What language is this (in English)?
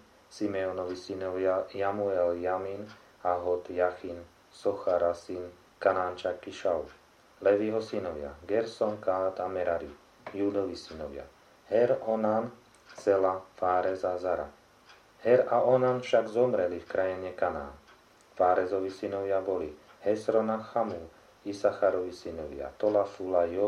Slovak